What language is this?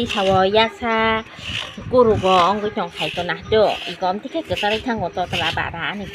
Kok Borok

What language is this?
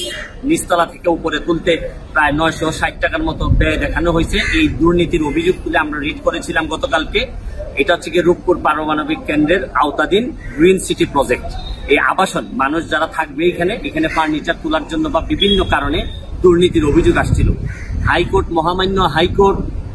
Bangla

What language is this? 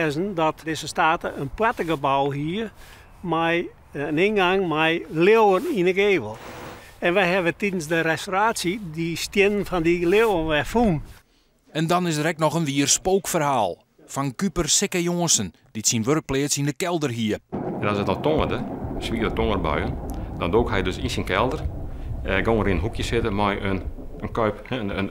Western Frisian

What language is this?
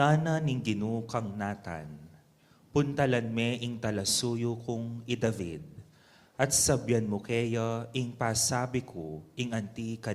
Pampanga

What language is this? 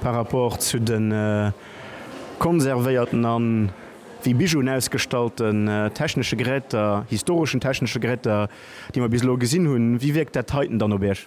Luxembourgish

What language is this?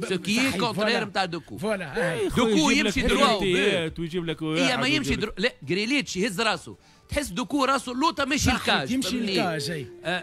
Tunisian Arabic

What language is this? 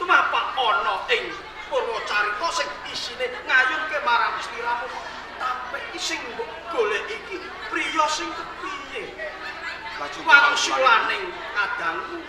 Javanese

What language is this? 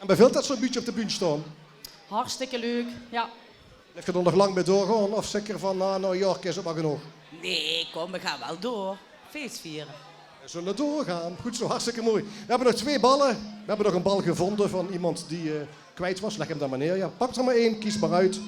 Limburgish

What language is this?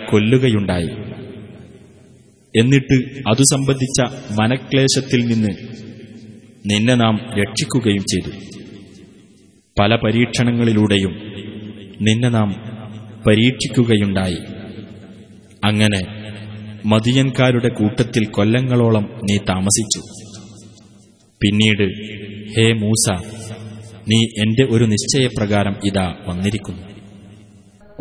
Malayalam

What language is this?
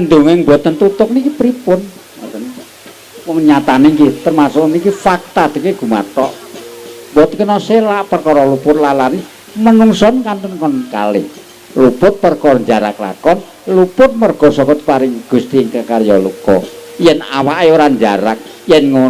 Javanese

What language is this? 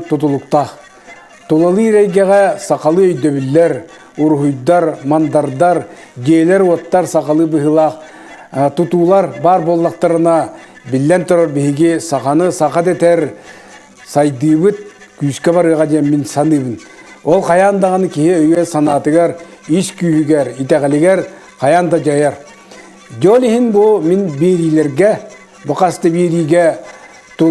Yakut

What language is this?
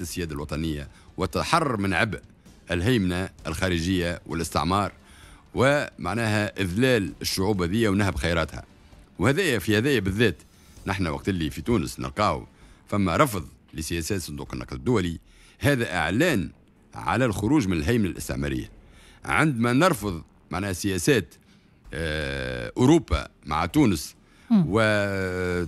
Tunisian Arabic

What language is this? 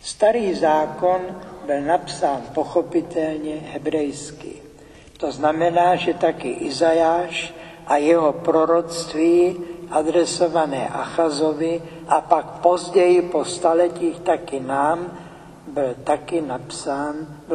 Czech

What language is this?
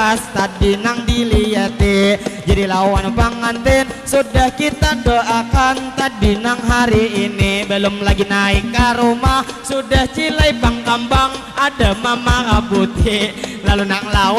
Banjar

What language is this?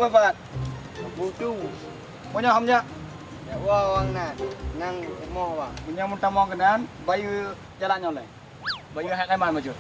Achinese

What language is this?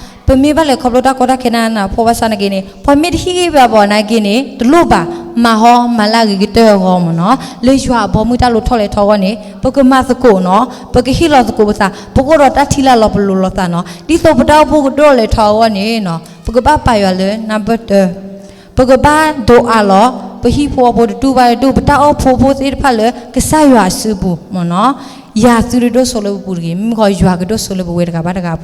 S'gaw Karen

